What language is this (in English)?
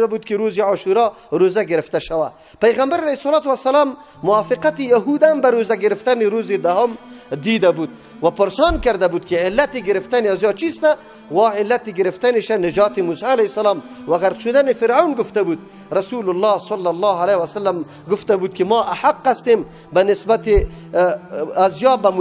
Persian